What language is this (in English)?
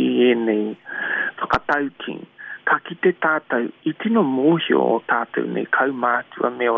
Māori